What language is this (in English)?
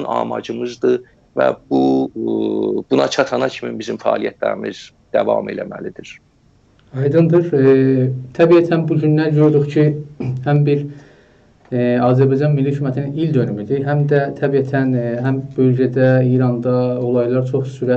South Azerbaijani